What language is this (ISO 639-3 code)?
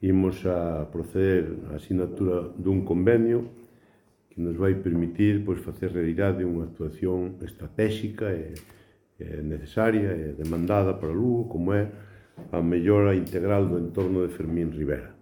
glg